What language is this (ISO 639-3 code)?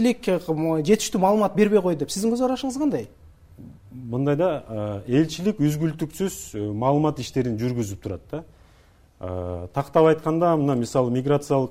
kir